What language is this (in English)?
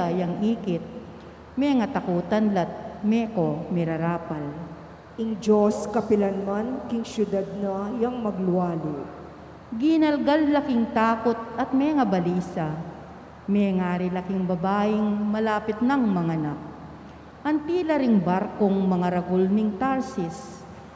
Pampanga